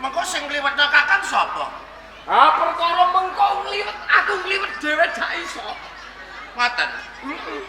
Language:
Javanese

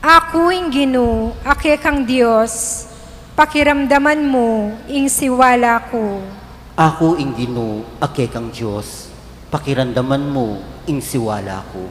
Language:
Pampanga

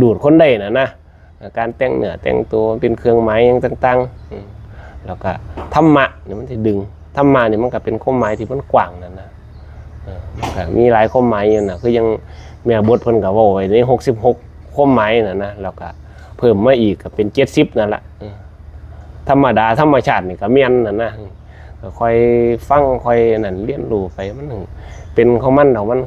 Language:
Northeastern Thai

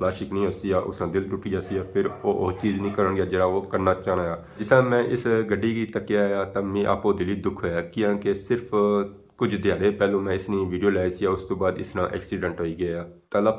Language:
Pahari-Potwari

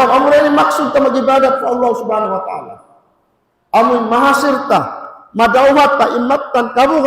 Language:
Tausug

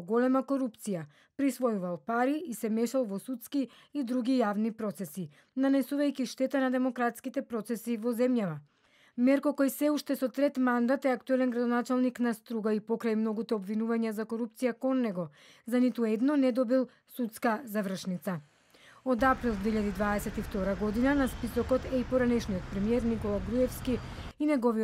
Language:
Macedonian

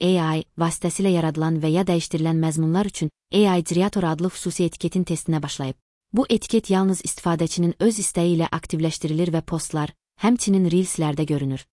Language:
Azerbaijani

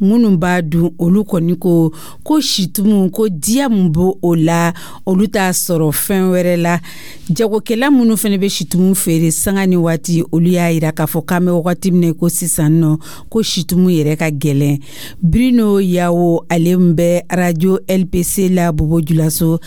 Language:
Dyula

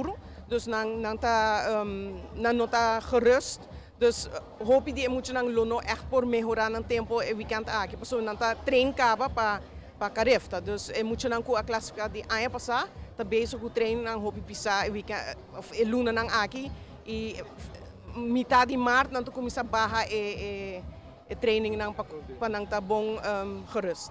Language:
Papiamento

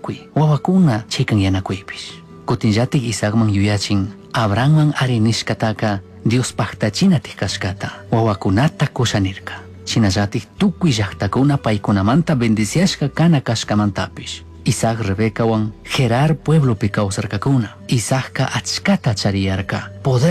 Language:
Chimborazo Highland Quichua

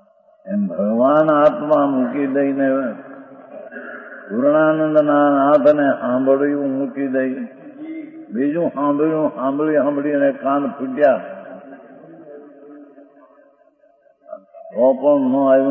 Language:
Gujarati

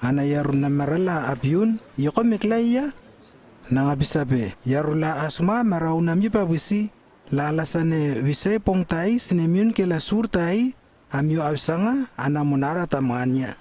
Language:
Lewo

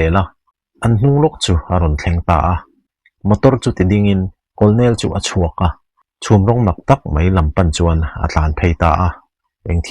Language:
Mizo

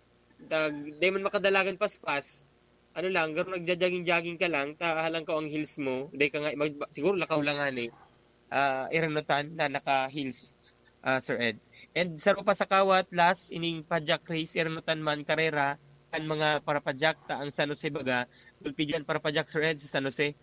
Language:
Bikol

